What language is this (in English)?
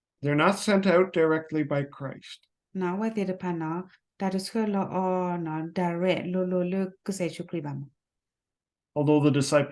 S'gaw Karen